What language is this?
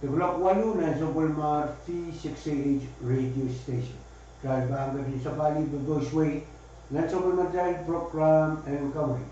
Pohnpeian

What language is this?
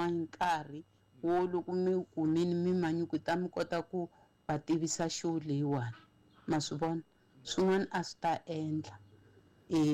Tsonga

